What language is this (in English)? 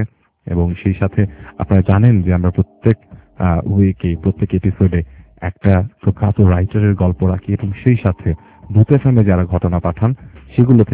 Bangla